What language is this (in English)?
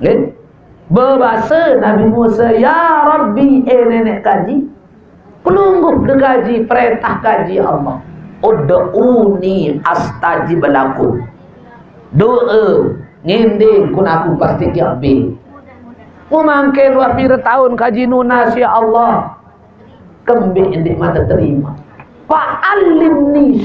Sasak